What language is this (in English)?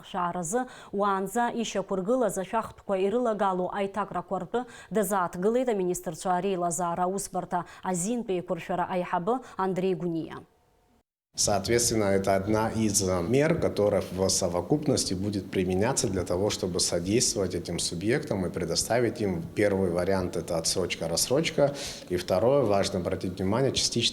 Abkhazian